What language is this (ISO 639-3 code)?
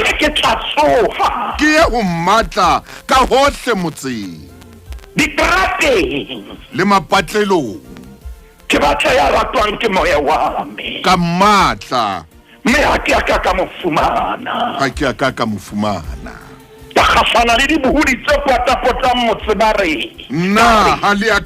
sot